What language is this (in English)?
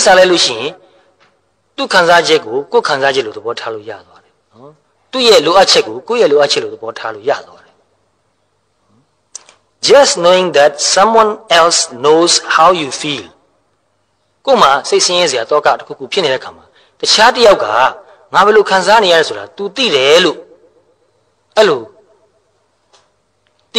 Burmese